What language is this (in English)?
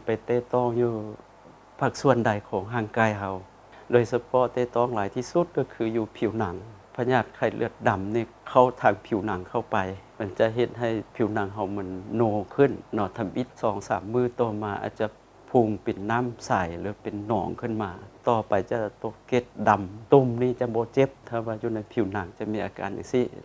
Lao